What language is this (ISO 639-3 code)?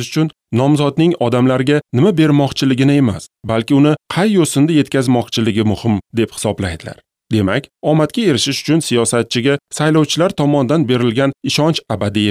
uzb